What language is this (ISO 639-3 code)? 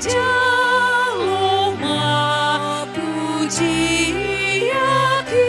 bbc